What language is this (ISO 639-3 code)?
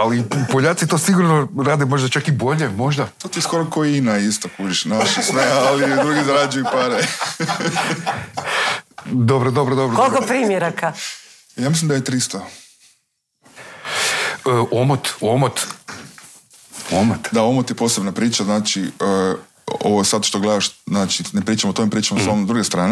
hrv